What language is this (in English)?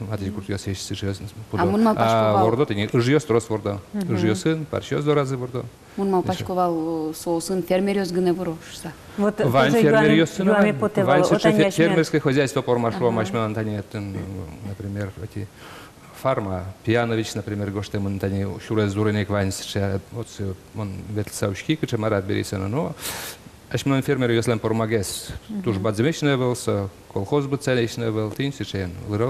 Udmurt